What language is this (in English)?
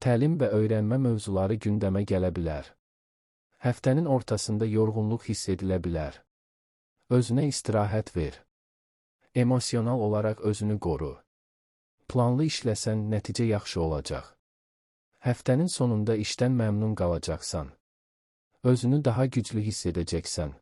Azerbaijani